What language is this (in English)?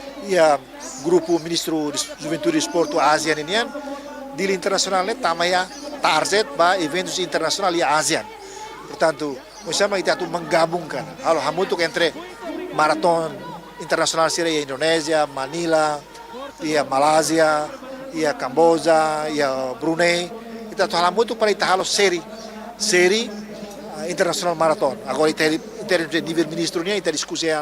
Tetum